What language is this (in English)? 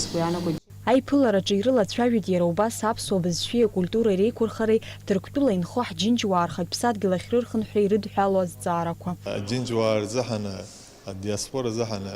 Abkhazian